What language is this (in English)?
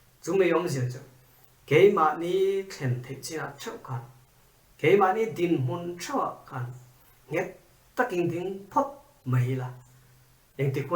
Mizo